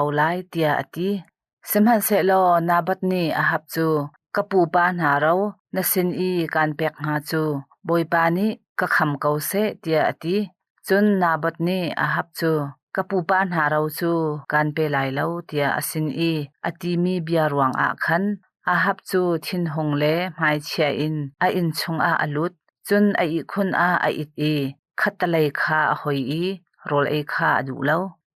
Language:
Hakha Chin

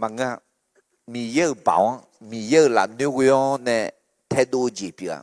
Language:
Akha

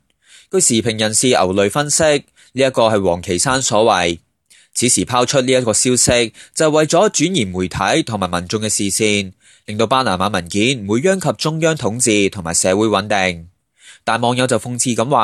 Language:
Cantonese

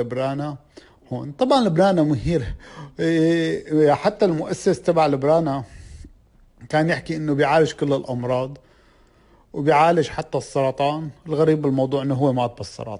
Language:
North Levantine Arabic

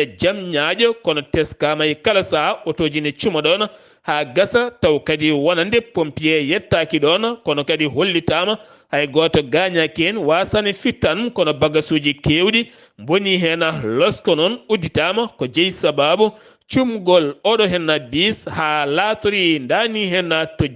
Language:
Fula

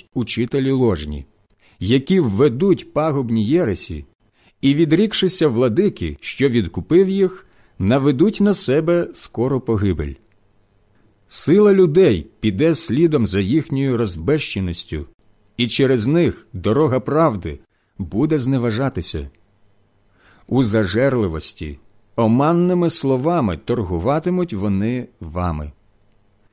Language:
Ukrainian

